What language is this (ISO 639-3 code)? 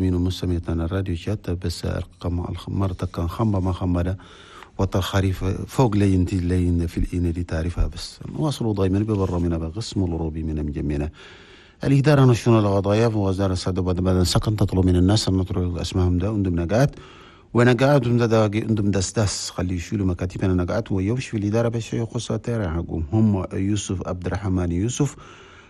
shu